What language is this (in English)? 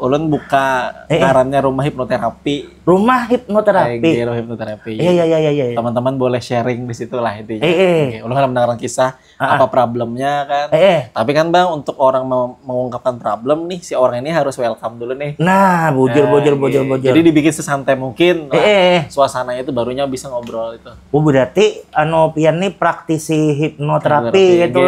Banjar